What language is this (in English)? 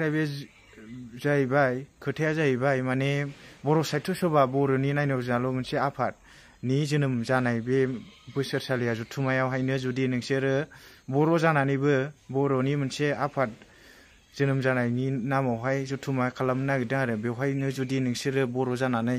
Bodo